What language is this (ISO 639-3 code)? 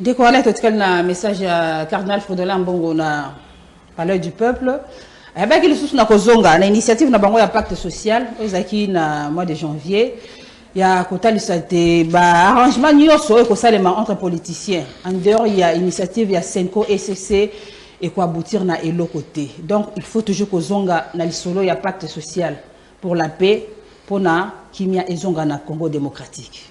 lin